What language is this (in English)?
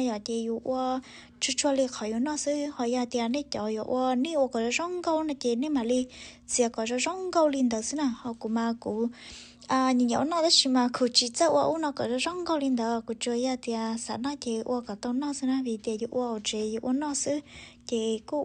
Hmong